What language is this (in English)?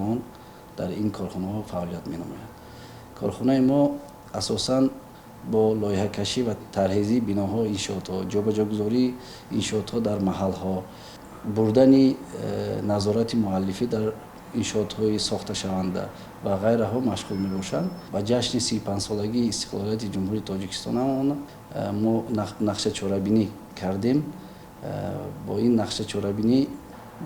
Tajik